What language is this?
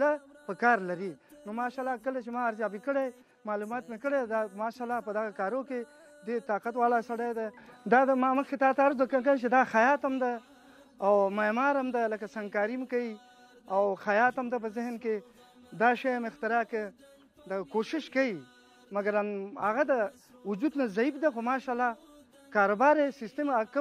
Pashto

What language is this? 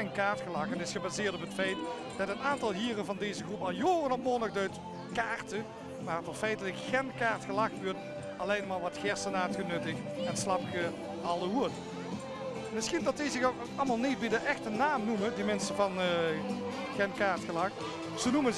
Limburgish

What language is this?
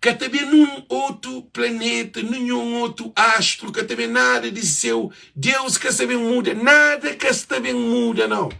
Kabuverdianu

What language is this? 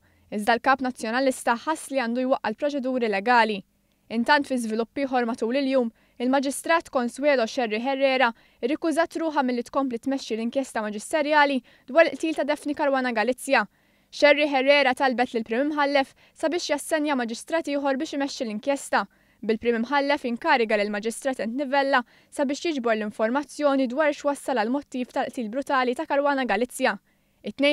Maltese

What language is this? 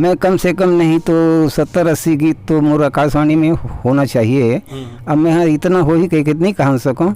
Chhattisgarhi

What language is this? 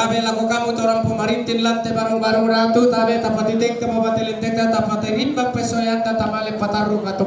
Toraja-Sa'dan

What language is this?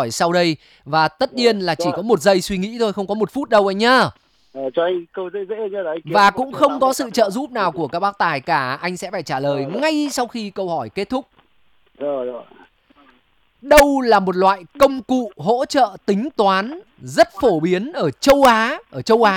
Vietnamese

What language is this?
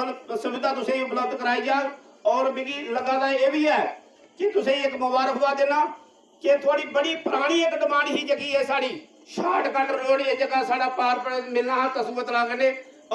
Dogri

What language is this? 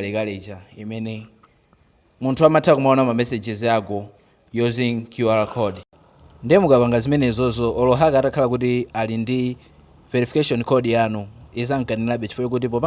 Nyanja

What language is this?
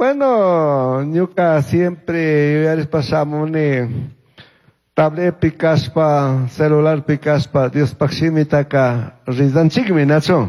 Chimborazo Highland Quichua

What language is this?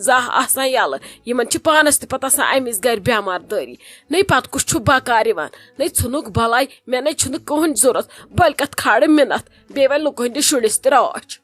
Kashmiri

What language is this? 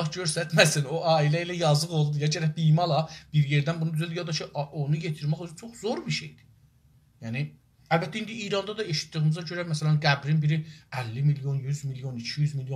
South Azerbaijani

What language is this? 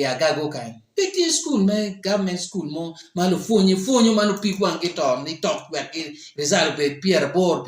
Acoli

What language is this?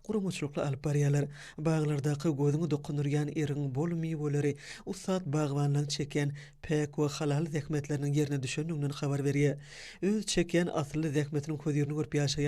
Turkmen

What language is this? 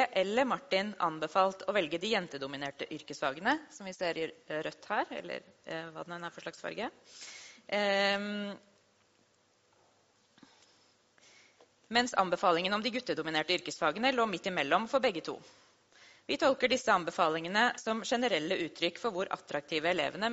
Norwegian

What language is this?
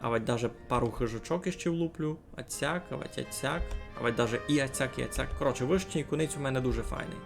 Rusyn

